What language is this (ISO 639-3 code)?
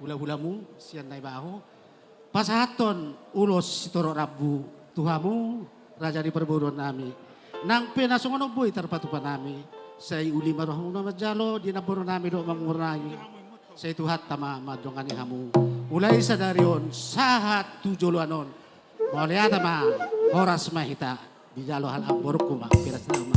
bbc